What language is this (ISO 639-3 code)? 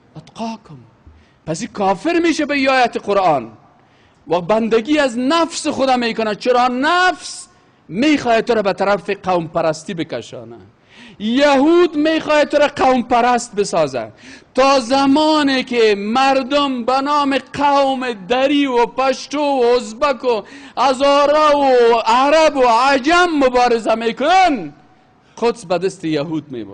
fas